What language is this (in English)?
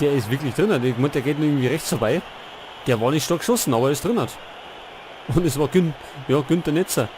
Bavarian